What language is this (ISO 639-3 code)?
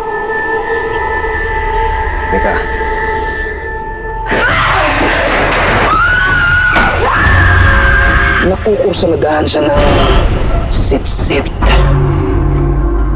fil